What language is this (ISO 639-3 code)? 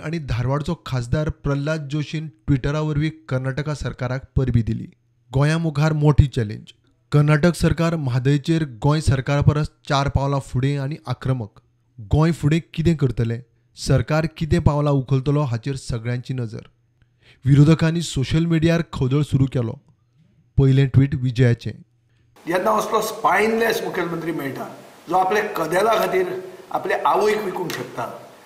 kok